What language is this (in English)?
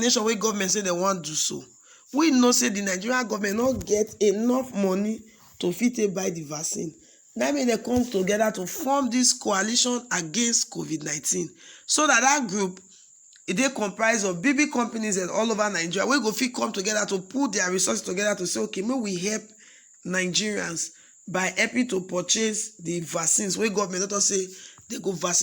Nigerian Pidgin